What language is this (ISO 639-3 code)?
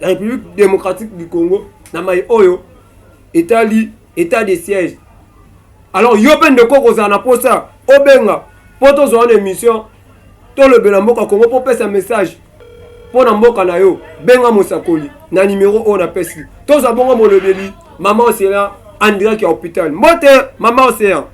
lin